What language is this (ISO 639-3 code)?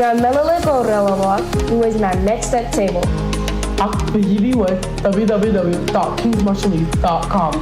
mah